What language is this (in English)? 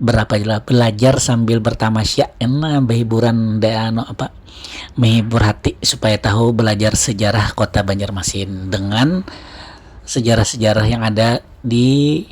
Banjar